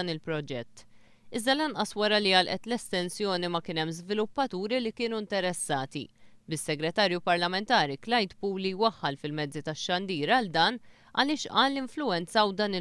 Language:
Maltese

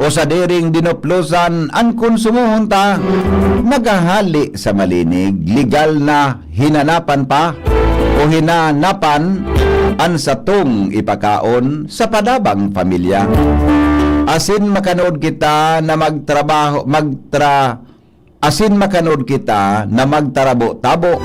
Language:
Bikol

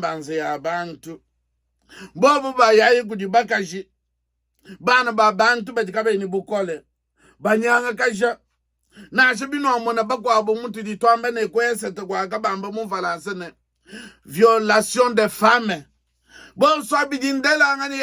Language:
Luba-Lulua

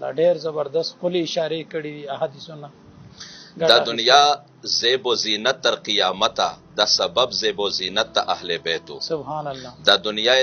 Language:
Pashto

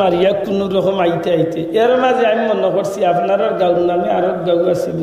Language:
Sylheti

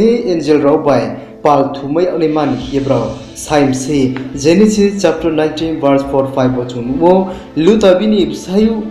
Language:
Riang (India)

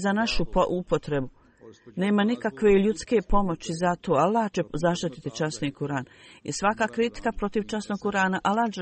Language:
Bosnian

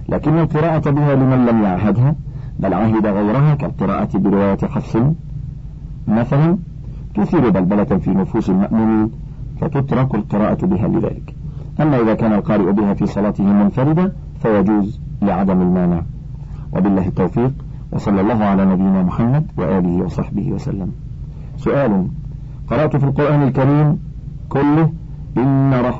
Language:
Arabic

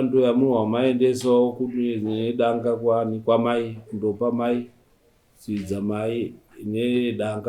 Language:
Shona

